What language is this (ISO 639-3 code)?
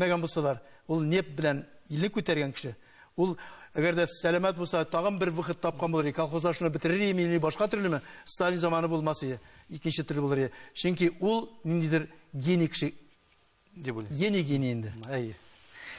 tat